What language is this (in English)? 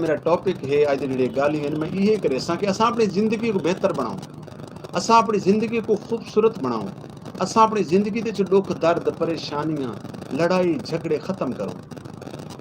Saraiki